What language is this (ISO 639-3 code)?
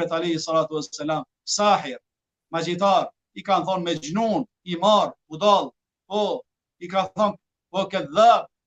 sqi